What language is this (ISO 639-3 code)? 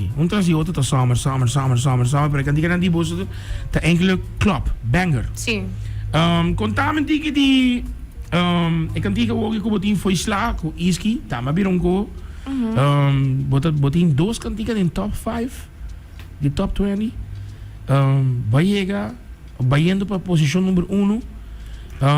pap